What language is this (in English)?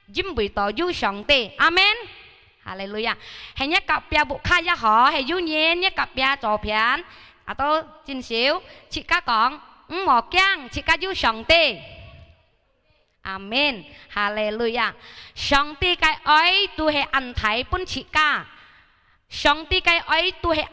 Hakka Chinese